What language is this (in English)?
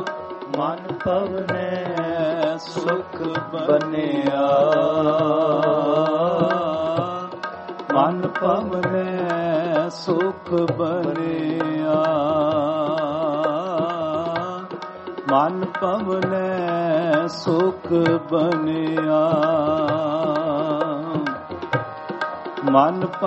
Punjabi